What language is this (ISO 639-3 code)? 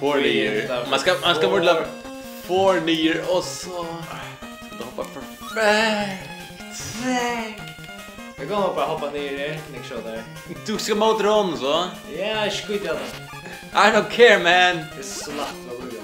fao